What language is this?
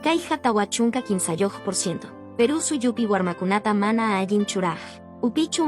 Quechua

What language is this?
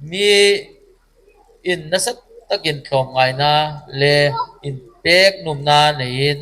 Hmar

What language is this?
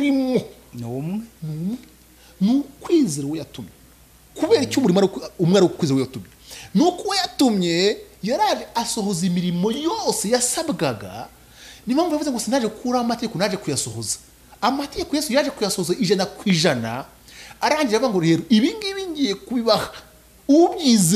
Kinyarwanda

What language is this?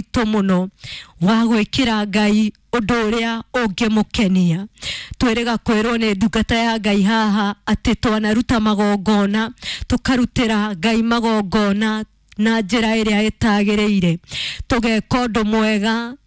Kikuyu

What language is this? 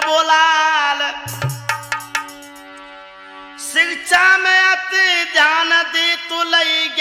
Bhojpuri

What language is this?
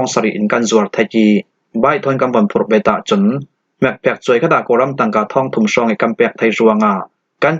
Falam Chin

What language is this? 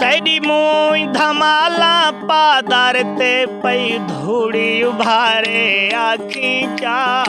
Saraiki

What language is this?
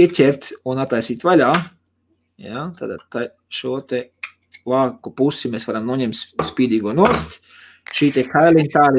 Latvian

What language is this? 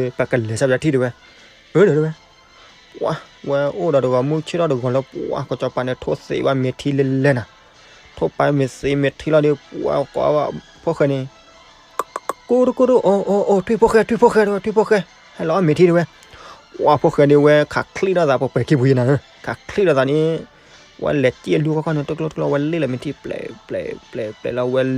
S'gaw Karen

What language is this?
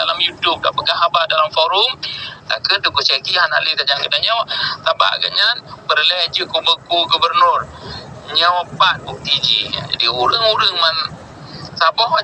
Achinese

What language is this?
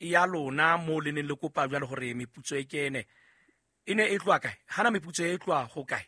Southern Sotho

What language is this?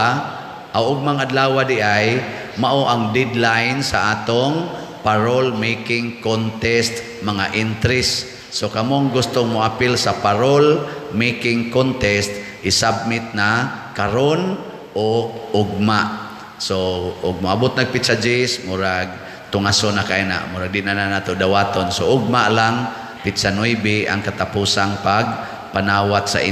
Cebuano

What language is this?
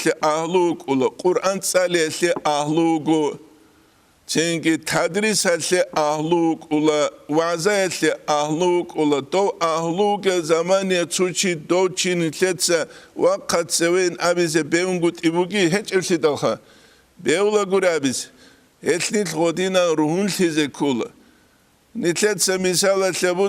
Avaric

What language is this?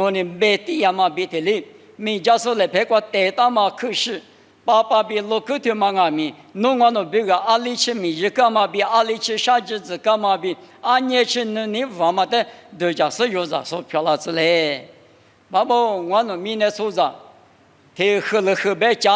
Lisu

